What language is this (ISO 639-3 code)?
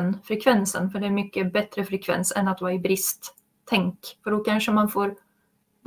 swe